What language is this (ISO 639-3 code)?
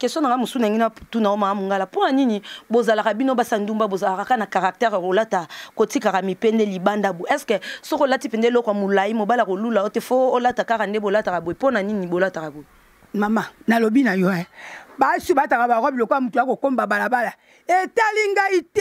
lin